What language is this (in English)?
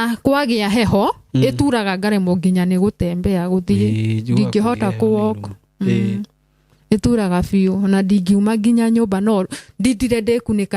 Kikuyu